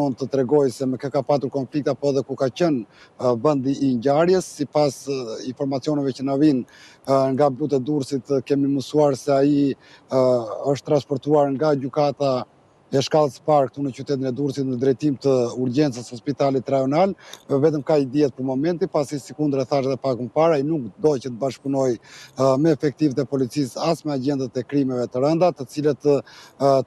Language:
Albanian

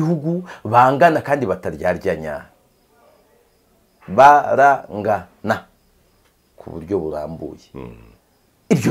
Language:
Kinyarwanda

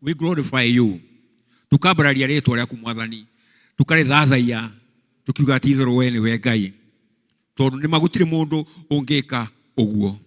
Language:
Kikuyu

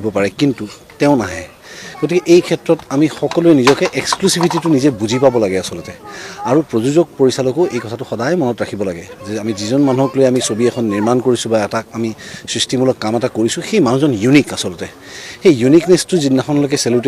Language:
Assamese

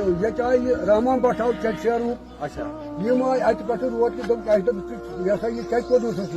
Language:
Kashmiri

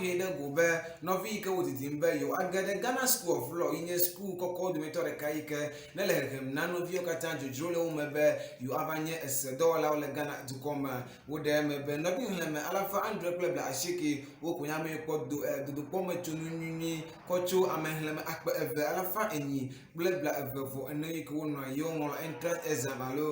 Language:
Ewe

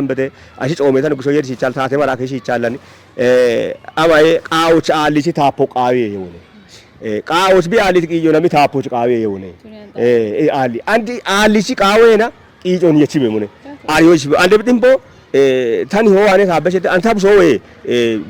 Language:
Kafa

